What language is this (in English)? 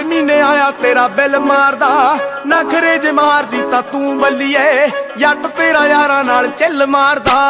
Punjabi